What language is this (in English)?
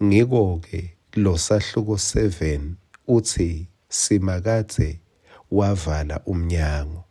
Swati